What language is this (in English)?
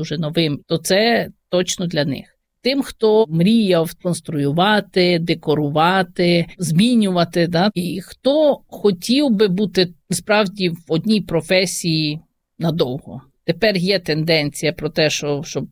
Ukrainian